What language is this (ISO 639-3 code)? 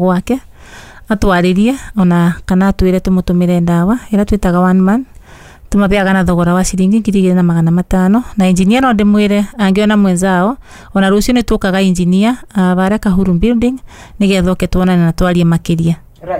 kik